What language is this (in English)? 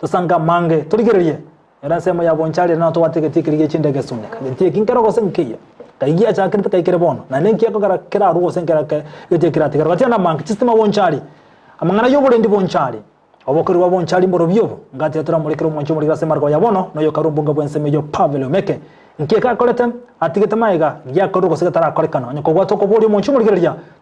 Gusii